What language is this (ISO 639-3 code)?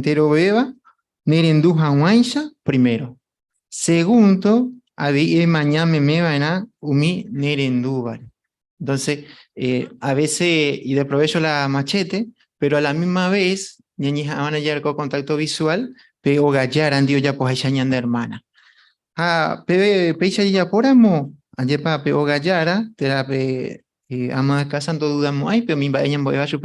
grn